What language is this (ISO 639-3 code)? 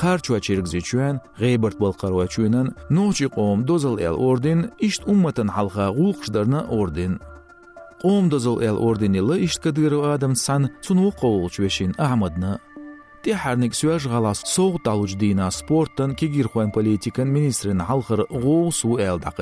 che